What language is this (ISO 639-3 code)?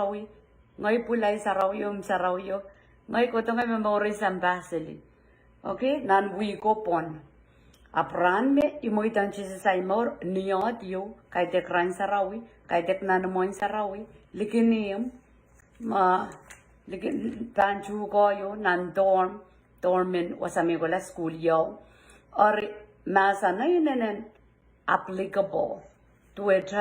pon